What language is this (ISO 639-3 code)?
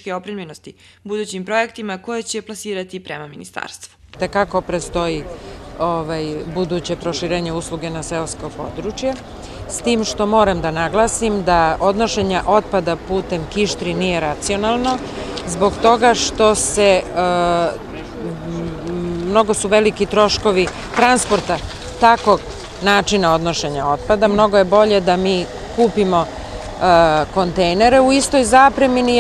srp